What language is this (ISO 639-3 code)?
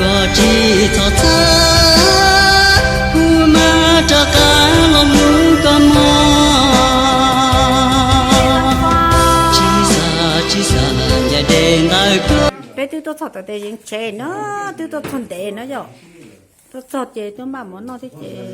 hmn